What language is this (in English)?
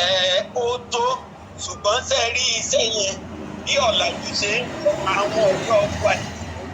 Yoruba